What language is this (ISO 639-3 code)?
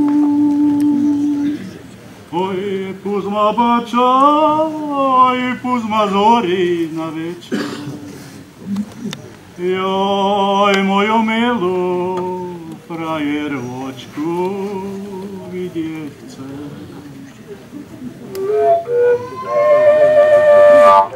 slk